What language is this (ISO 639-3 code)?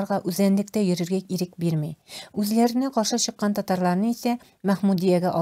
tat